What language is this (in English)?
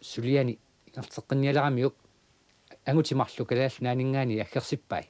Kalaallisut